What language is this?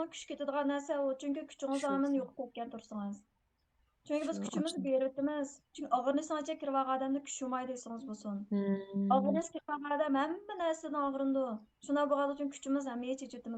Uyghur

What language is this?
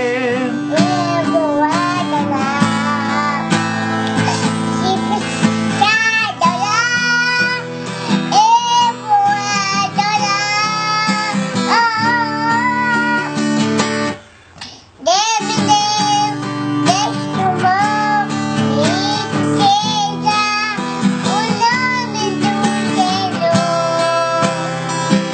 Portuguese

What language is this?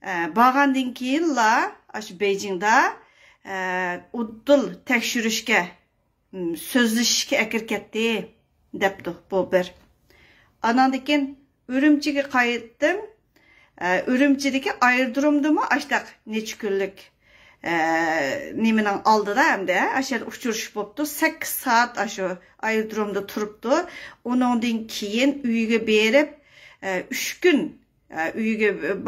Uyghur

